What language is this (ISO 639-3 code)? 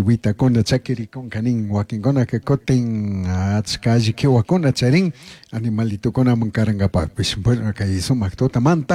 qug